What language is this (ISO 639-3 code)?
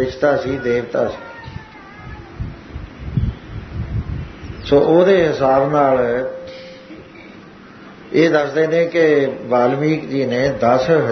pan